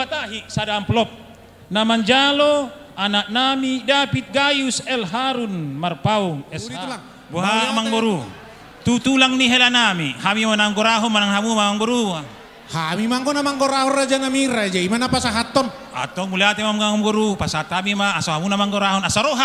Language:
Batak Toba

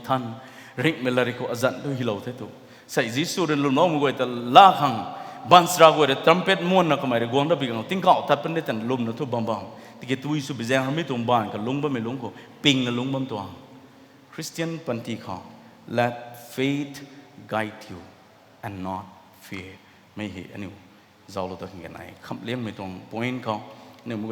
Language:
Rongmei Naga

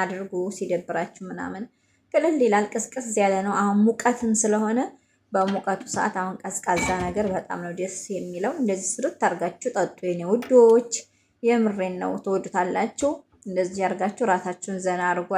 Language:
Amharic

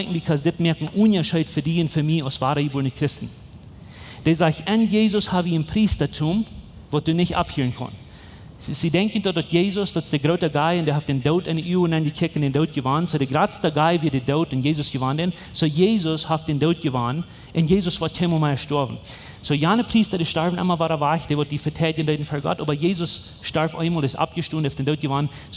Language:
Plautdietsch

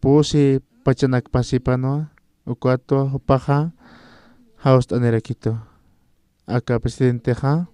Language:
Aymara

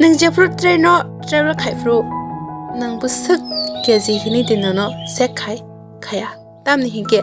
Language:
Kok Borok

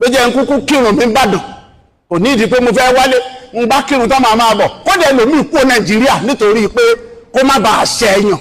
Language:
Yoruba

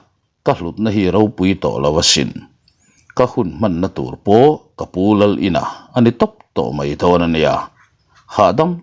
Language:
Mizo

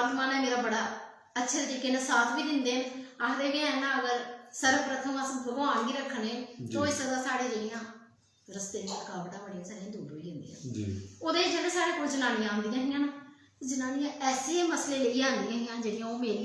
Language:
Dogri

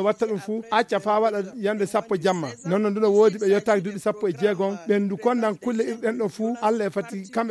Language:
Nigerian Fulfulde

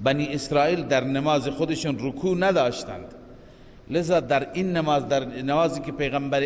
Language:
Persian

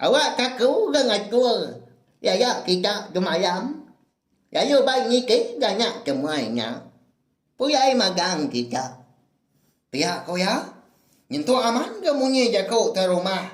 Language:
Iban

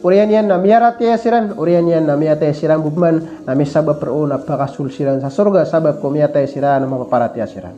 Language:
Maranao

